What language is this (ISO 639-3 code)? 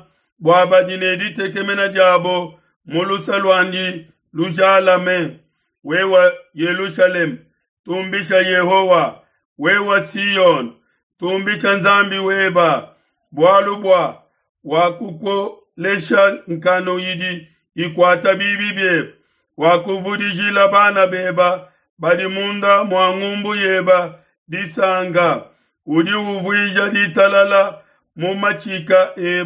lua